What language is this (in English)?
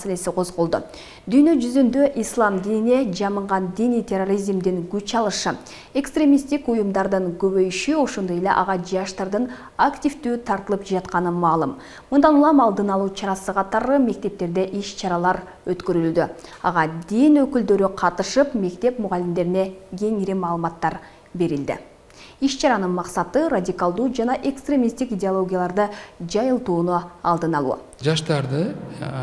Kyrgyz